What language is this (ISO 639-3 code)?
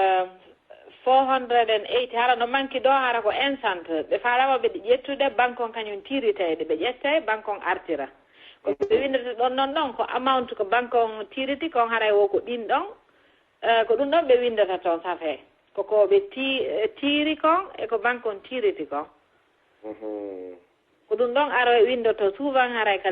ful